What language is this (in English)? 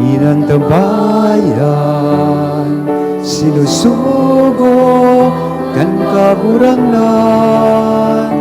Bikol